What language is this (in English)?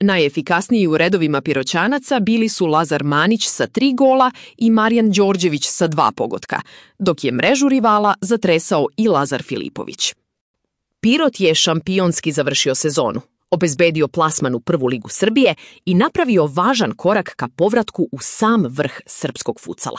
Serbian